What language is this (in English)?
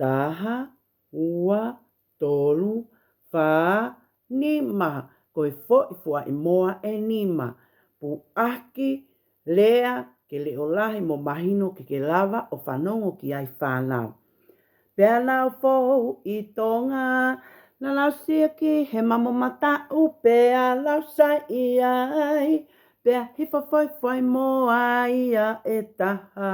Tongan